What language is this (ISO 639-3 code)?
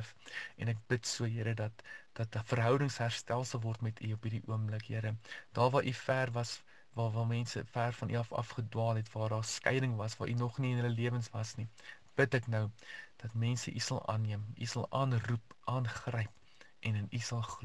afr